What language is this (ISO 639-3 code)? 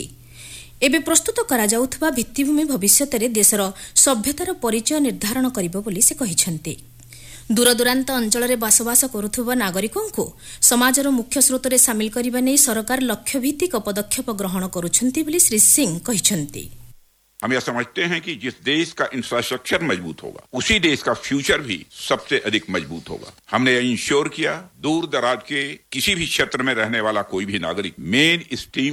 ori